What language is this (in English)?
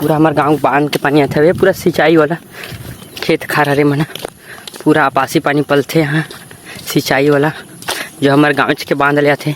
Chhattisgarhi